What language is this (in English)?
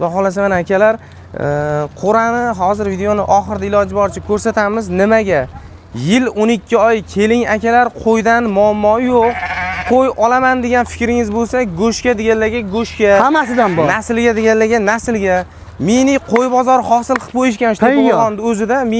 Uzbek